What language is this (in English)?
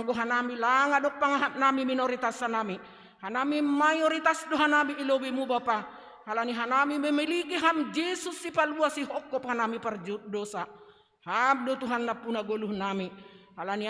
Batak Simalungun